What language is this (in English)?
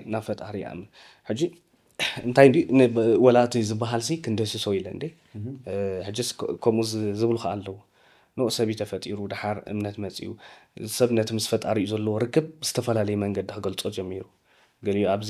Tigrinya